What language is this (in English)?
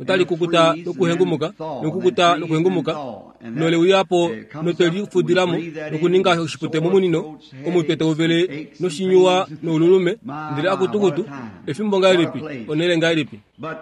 Kuanyama